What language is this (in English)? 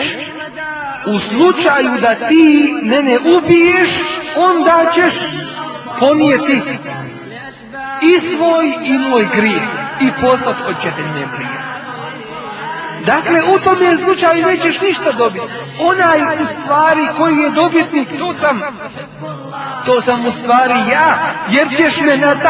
Bosnian